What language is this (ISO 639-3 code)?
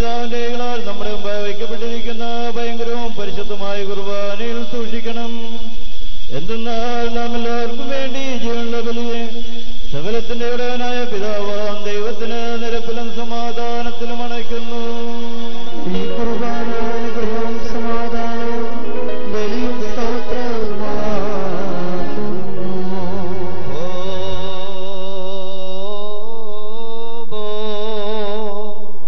mal